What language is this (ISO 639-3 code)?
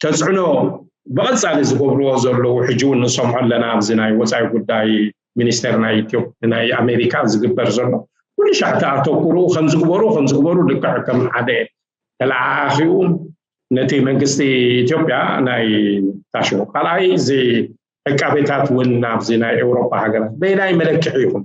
tir